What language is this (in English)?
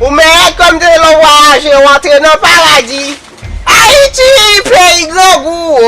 Haitian Creole